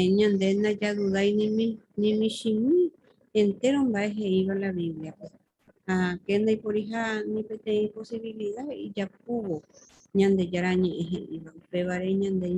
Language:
Guarani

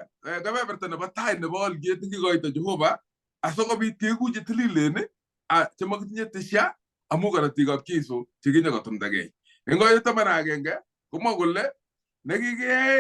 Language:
Kalenjin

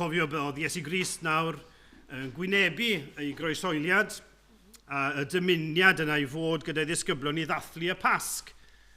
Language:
Welsh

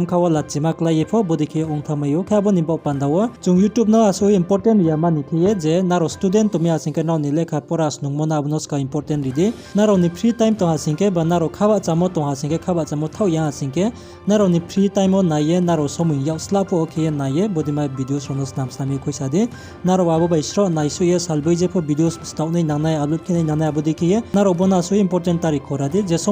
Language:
Riang (India)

